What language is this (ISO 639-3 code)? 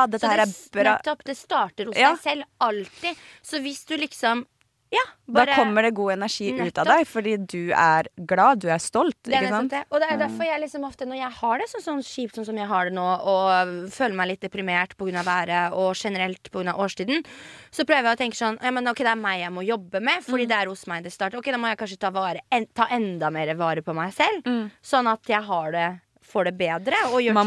nor